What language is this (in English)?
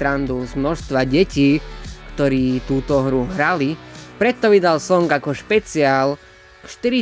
Slovak